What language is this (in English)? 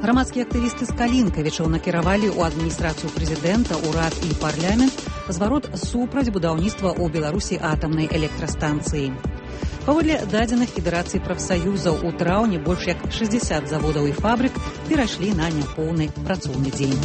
Belarusian